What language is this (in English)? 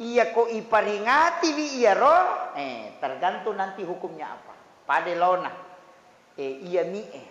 Buginese